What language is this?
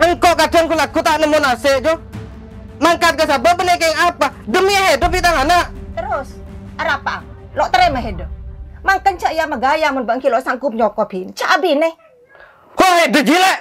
Madurese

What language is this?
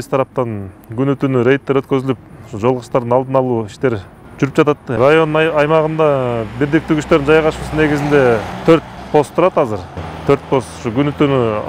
Kyrgyz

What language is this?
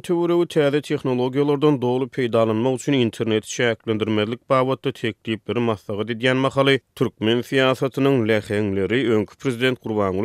Turkmen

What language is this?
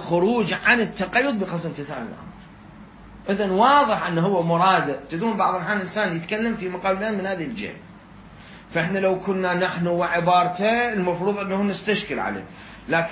Mesopotamian Arabic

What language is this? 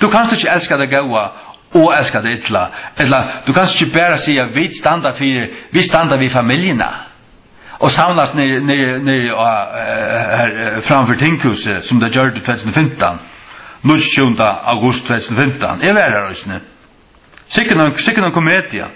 Faroese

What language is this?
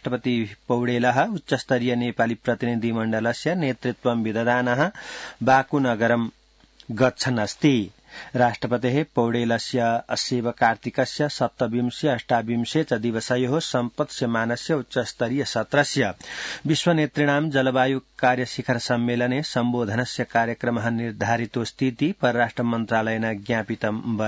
Sanskrit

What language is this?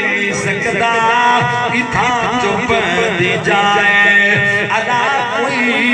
Saraiki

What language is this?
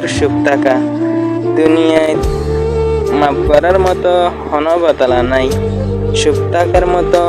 Rohingya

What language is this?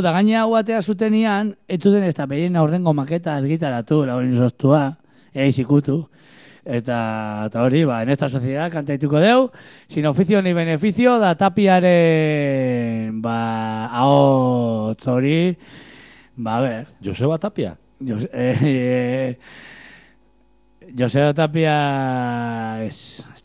Basque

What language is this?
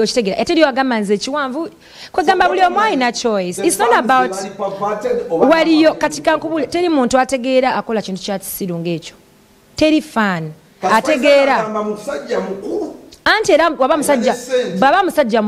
Ganda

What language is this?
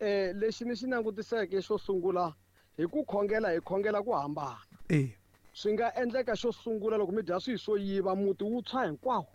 Tsonga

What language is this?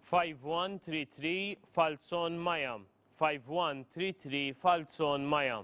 English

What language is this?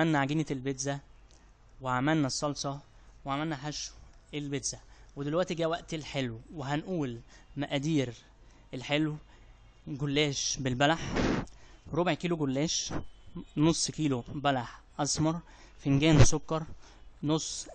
Egyptian Arabic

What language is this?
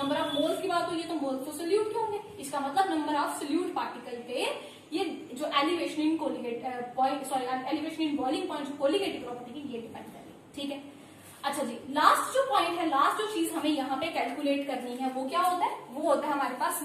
Hindi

